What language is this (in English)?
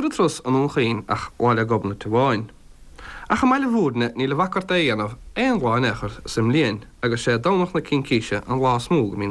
Irish